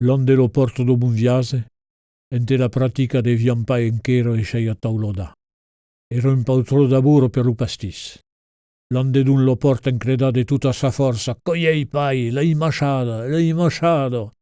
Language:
Occitan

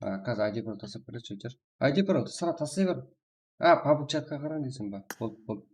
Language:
Kara-Kalpak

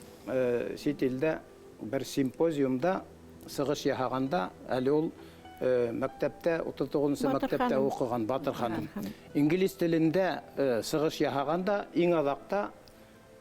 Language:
Bashkir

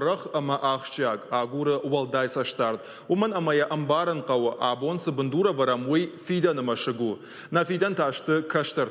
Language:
Ossetic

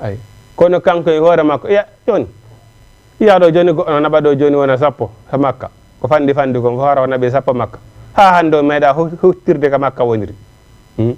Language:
Fula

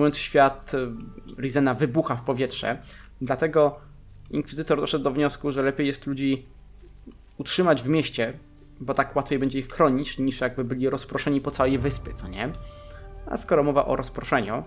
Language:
Polish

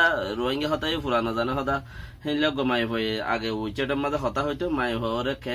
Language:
Rohingya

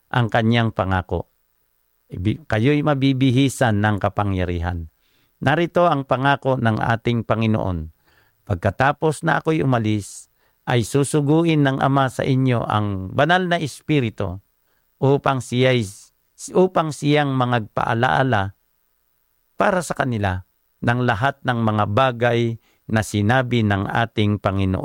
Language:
Filipino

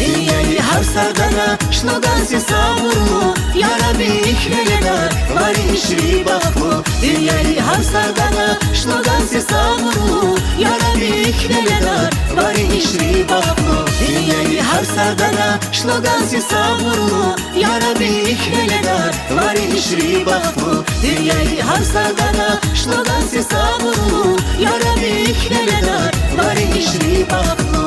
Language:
Tabassaran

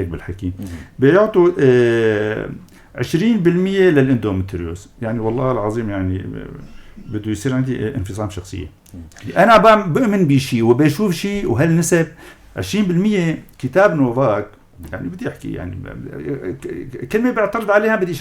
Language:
North Levantine Arabic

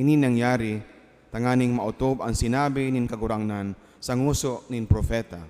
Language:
Bikol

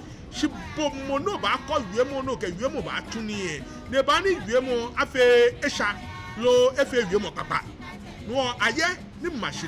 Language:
Ga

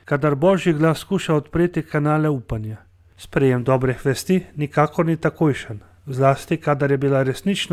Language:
Slovenian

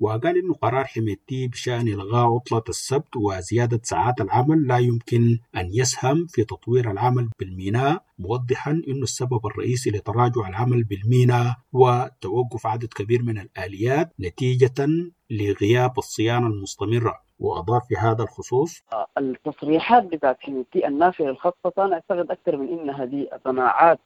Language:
Sudanese Arabic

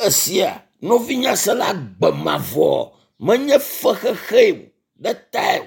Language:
Ewe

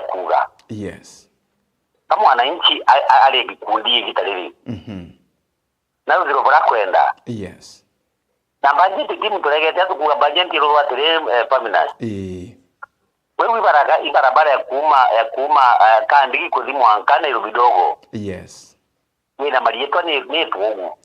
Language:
Meru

